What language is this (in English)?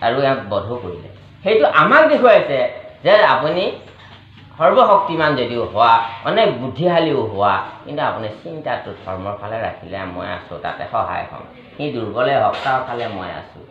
Assamese